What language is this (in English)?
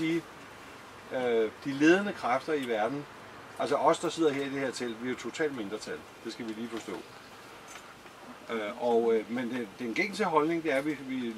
Danish